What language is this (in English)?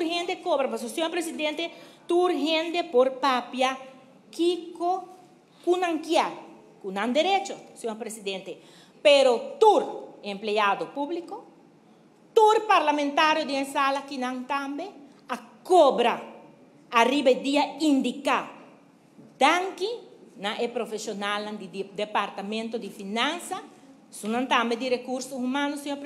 Papiamento